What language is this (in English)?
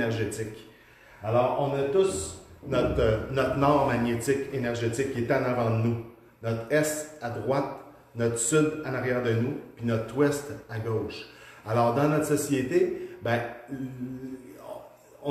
French